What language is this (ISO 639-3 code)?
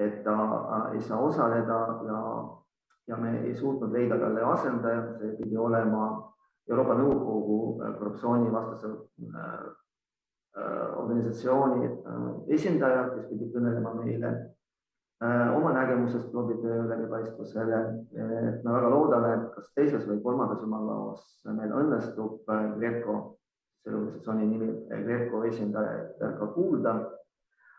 est